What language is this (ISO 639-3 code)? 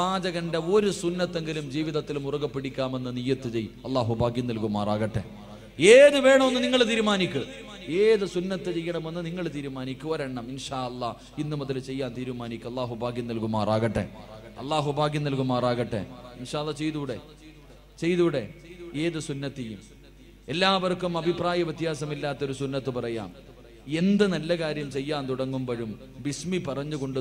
mal